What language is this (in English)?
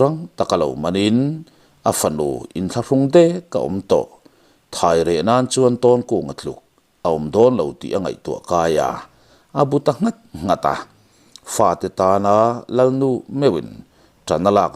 Mizo